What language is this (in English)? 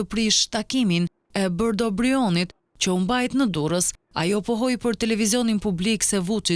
Albanian